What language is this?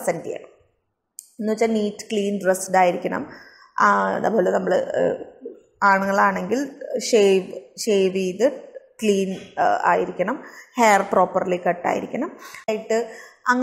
Malayalam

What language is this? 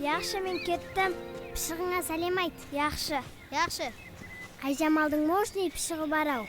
Kara-Kalpak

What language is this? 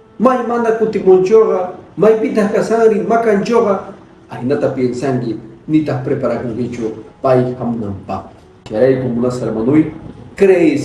Quechua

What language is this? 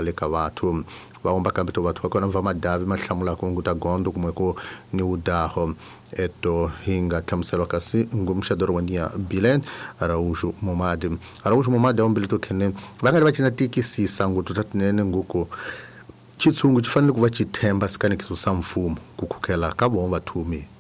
Tsonga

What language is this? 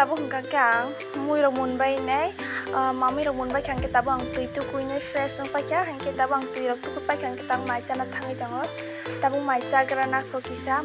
Kok Borok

